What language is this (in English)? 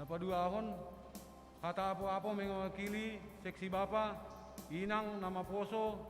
Batak Simalungun